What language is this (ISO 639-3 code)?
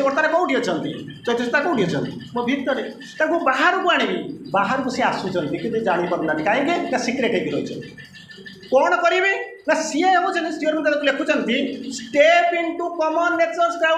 ori